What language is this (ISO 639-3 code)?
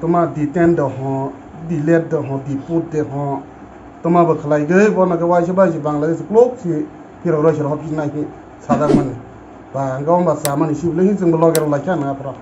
trp